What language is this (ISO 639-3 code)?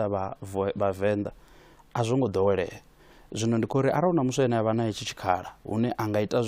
ven